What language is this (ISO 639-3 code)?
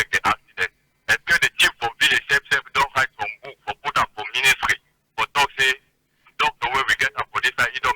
wes